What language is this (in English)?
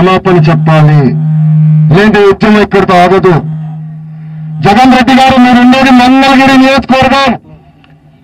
Telugu